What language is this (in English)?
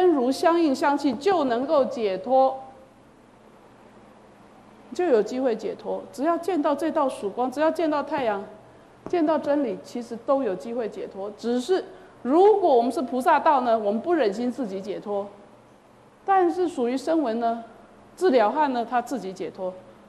Chinese